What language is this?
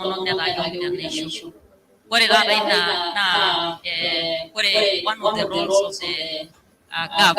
Masai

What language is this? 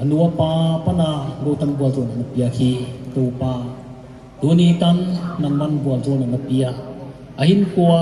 Paite Chin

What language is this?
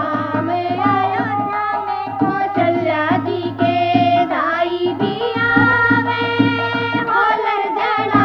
Haryanvi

